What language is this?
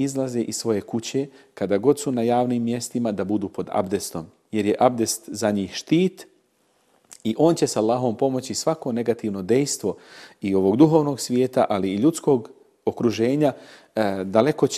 Bosnian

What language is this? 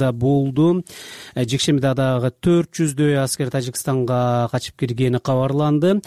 Kyrgyz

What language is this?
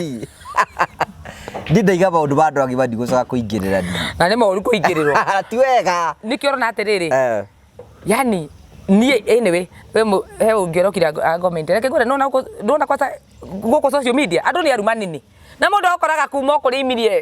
Kikuyu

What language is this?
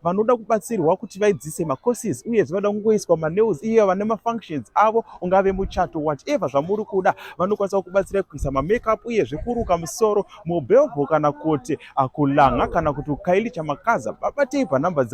Shona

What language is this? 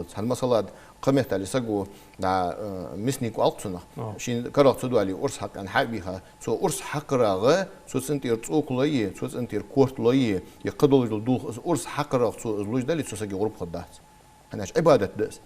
Ingush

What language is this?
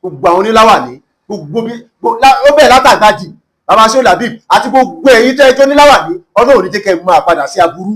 Yoruba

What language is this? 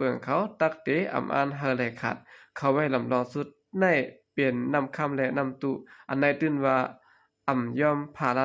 Shan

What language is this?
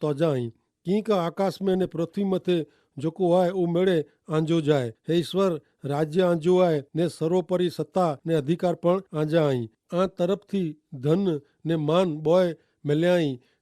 Kachhi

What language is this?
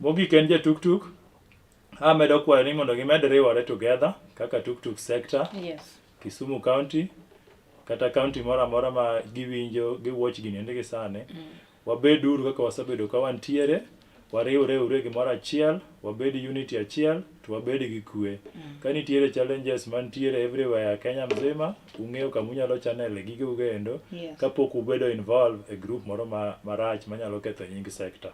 Luo (Kenya and Tanzania)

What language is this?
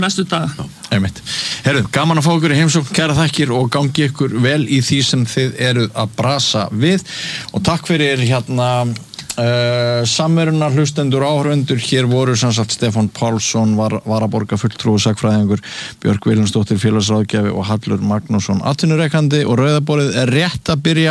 Icelandic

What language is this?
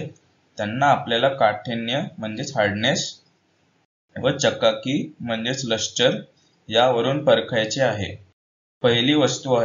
Marathi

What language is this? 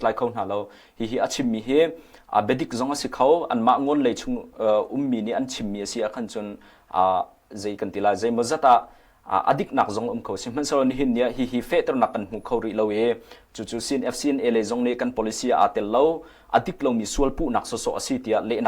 Hakha Chin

